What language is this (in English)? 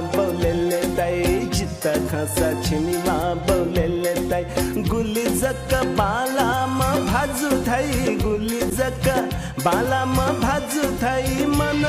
Newari